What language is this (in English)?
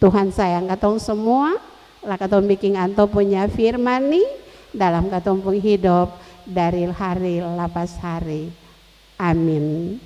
Ambonese Malay